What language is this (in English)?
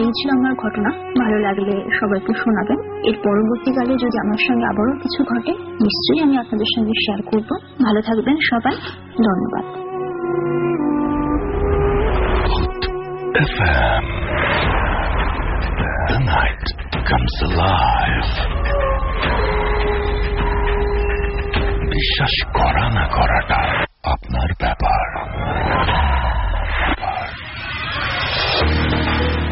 Bangla